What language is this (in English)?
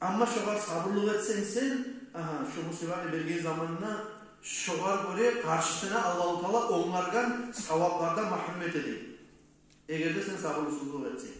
Kumyk